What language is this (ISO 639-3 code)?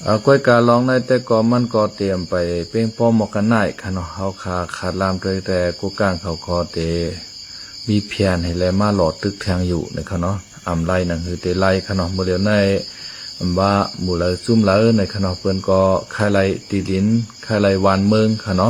shn